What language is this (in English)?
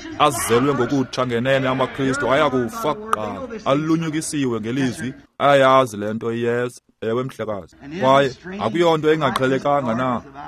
Xhosa